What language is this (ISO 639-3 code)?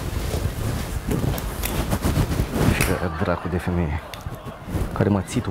ron